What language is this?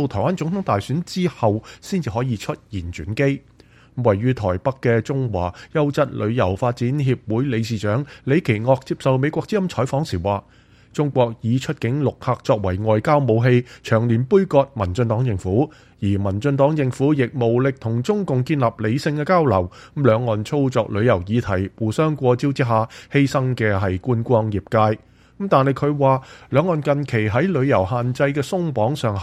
Cantonese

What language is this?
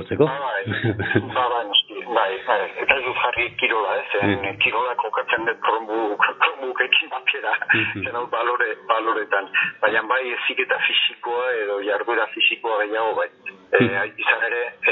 Basque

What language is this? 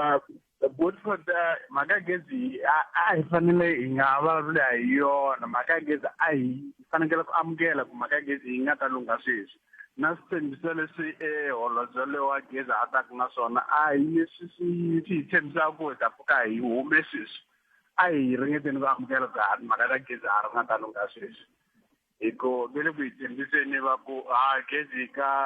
Tsonga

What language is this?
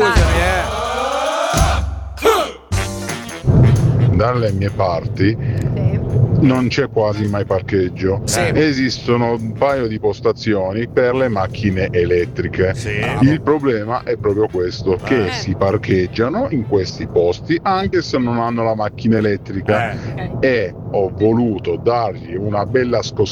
Italian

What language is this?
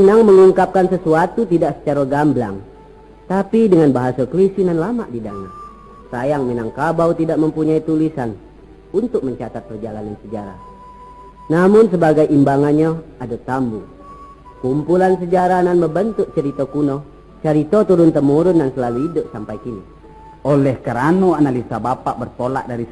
Minangkabau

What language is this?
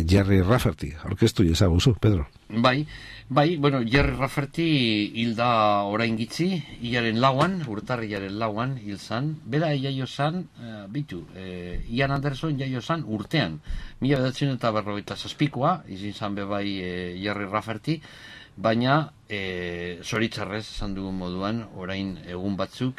Basque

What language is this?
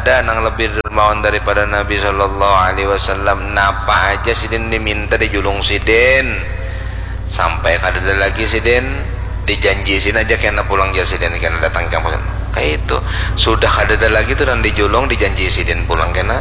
Banjar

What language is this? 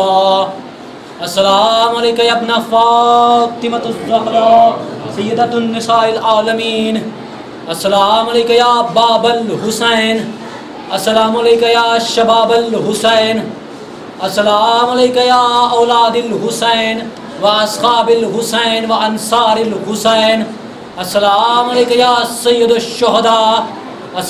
Urdu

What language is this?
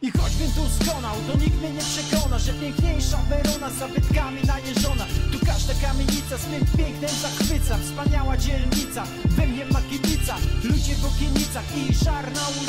Polish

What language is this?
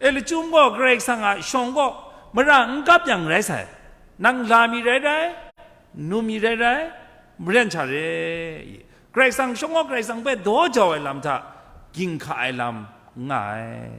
Kachin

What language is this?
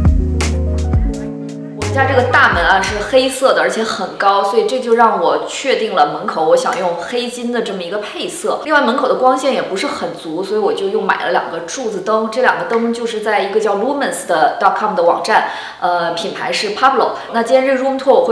Chinese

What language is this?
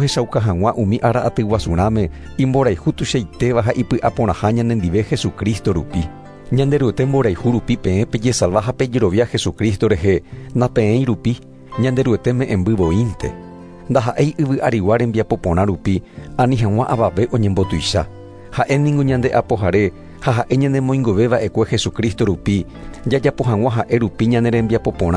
Guarani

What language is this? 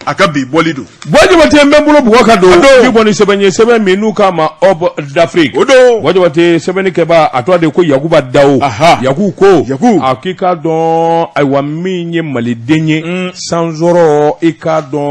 Bambara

